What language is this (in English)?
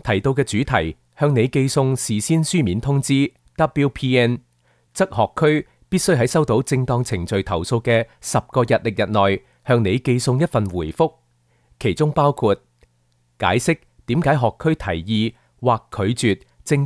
Cantonese